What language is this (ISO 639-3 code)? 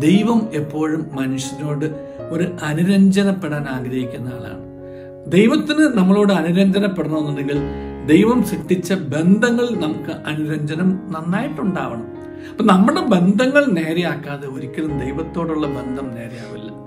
mal